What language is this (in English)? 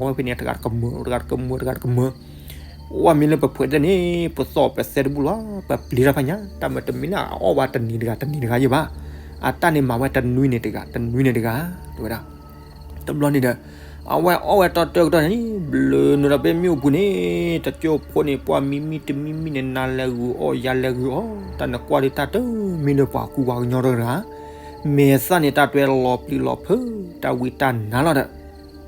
S'gaw Karen